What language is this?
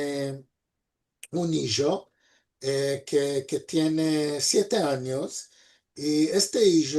Ladino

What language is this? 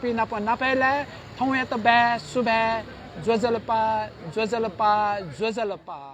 Newari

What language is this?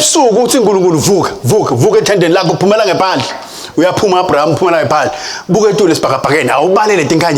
Swati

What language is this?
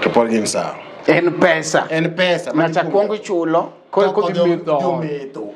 Luo (Kenya and Tanzania)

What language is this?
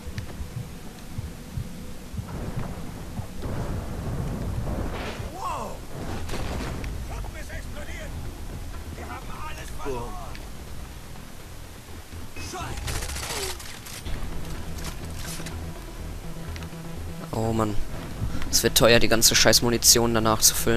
German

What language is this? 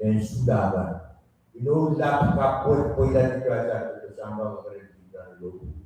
Pohnpeian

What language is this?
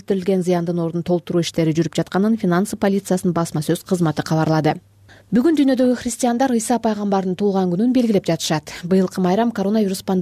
Kyrgyz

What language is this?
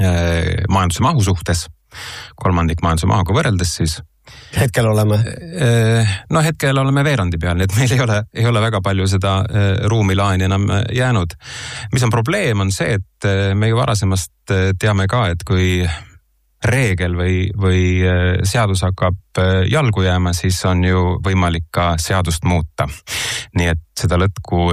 Estonian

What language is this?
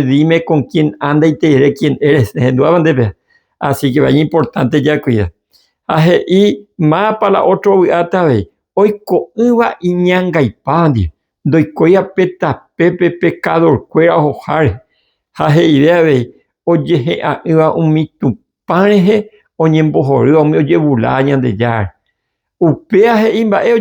Guarani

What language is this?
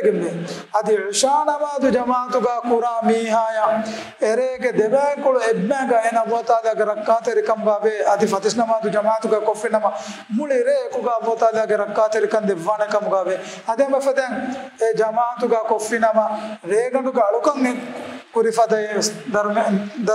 Divehi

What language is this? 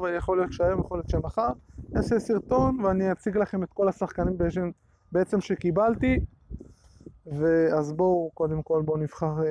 Hebrew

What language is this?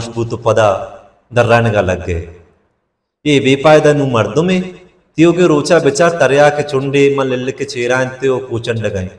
Baluchi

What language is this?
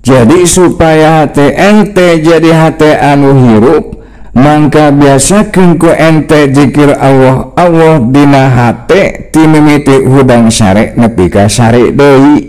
Sundanese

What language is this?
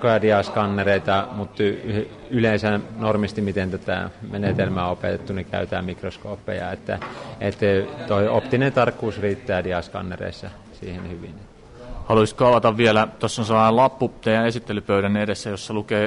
Finnish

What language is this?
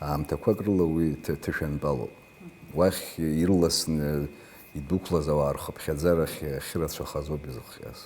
Abkhazian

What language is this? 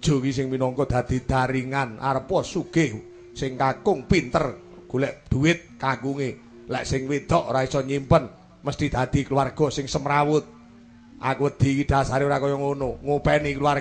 Javanese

